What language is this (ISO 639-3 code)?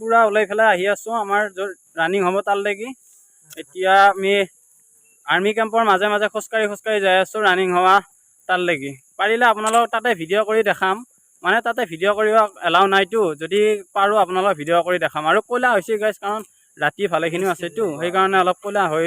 asm